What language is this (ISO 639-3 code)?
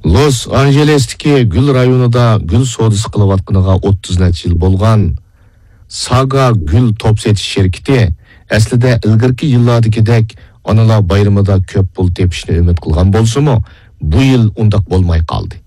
uig